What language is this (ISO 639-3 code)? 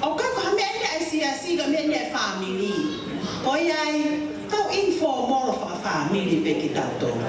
ton